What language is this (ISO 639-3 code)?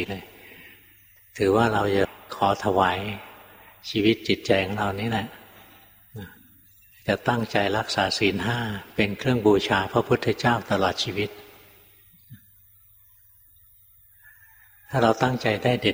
tha